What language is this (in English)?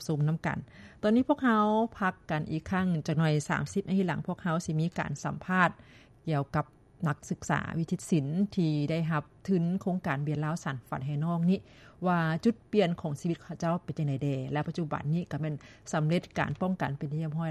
Lao